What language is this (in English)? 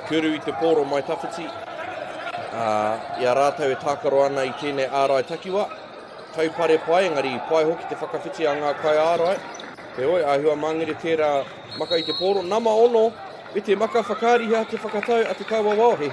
Māori